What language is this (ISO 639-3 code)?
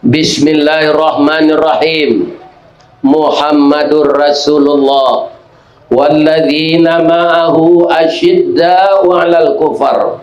min